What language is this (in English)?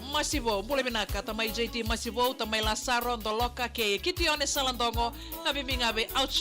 Fijian